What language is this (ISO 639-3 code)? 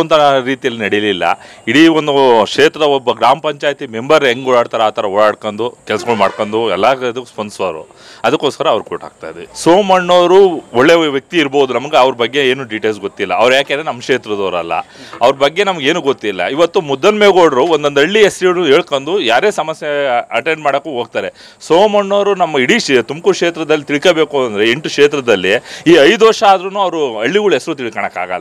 kan